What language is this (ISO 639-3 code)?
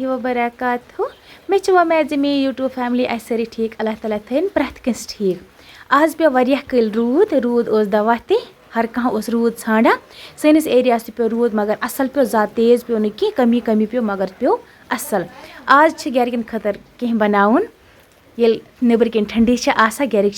kas